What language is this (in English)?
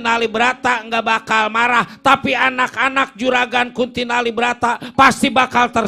Betawi